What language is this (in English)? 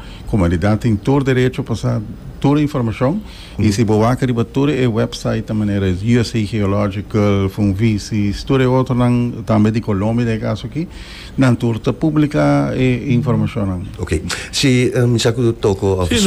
Papiamento